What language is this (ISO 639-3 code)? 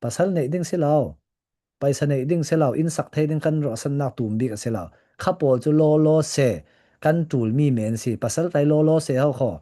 cfm